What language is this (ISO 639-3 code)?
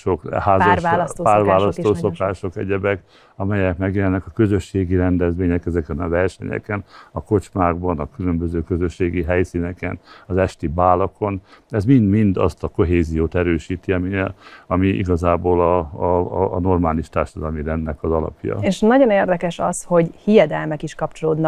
hun